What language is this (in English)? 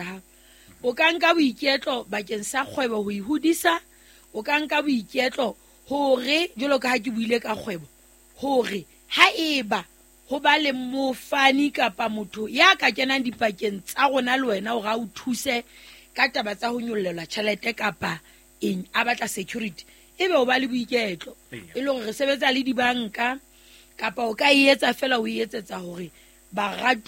Southern Sotho